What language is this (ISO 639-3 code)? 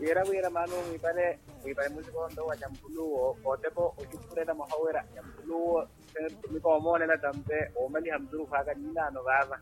vmw